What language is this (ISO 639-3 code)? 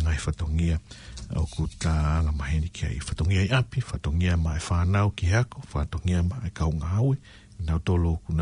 ton